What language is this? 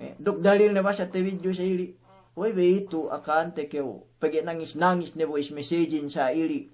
Yakan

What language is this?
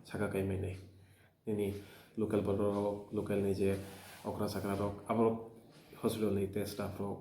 Riang (India)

